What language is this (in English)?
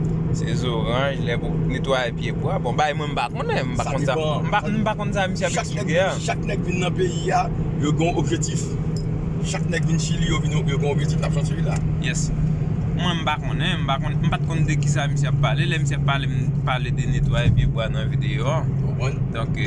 Haitian Creole